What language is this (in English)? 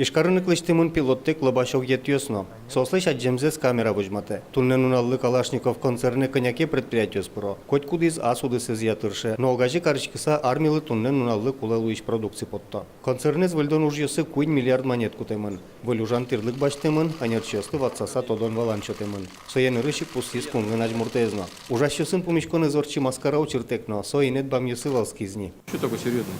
Udmurt